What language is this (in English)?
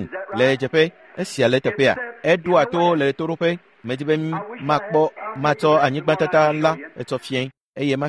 Ewe